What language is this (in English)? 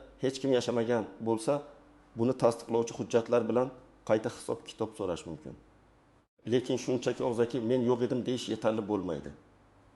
Uzbek